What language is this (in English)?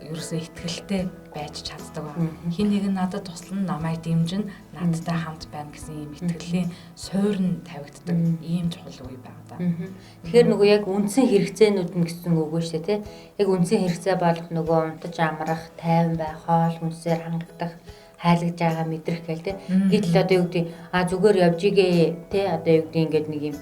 Mongolian